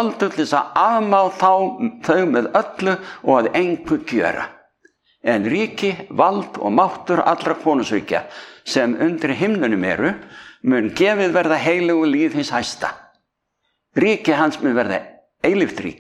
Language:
Icelandic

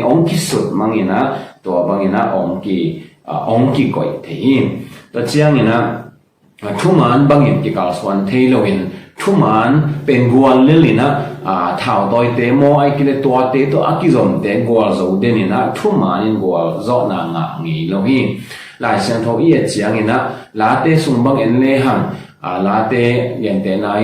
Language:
Tedim Chin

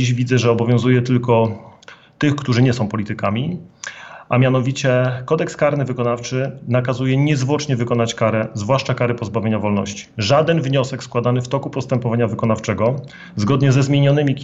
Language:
Polish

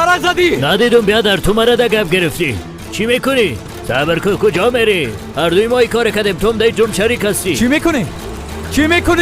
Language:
Persian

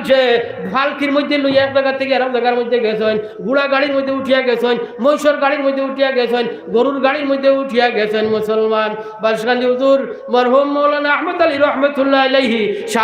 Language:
Sylheti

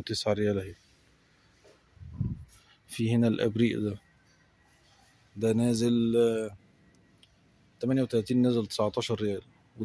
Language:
Egyptian Arabic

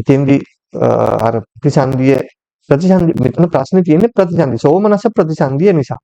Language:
Sinhala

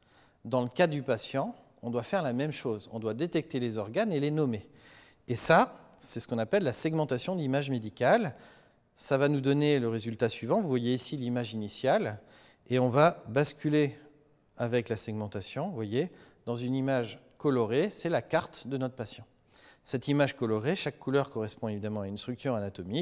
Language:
French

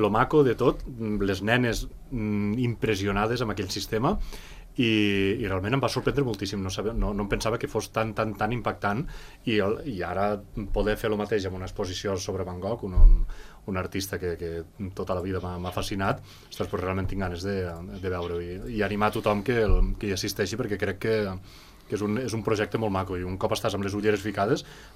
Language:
Catalan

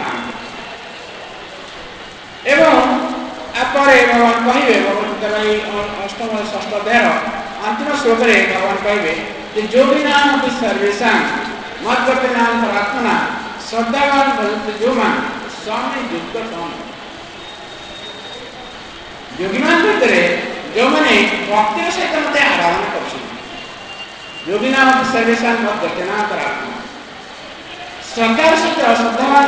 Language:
Odia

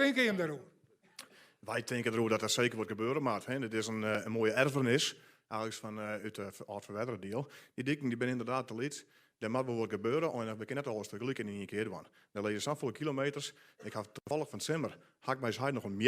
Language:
Western Frisian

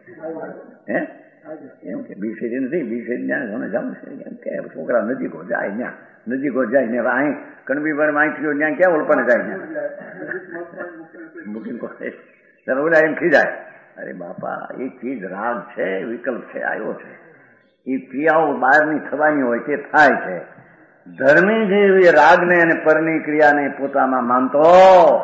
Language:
Gujarati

